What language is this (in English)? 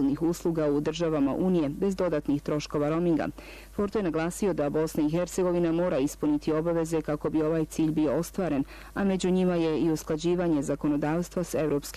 Bosnian